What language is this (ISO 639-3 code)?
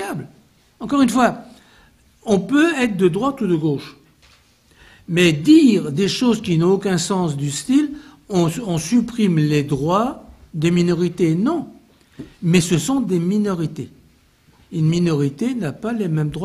fra